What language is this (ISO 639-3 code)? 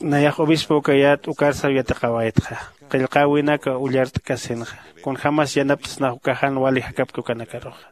aym